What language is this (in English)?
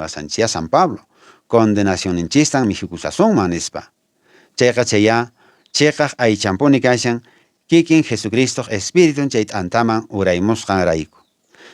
Quechua